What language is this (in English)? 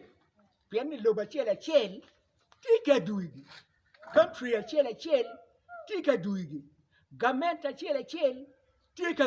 Acoli